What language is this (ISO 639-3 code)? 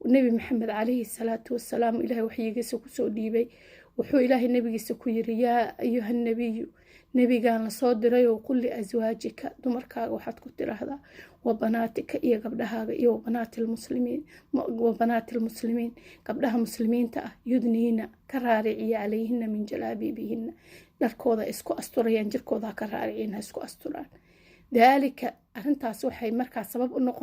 som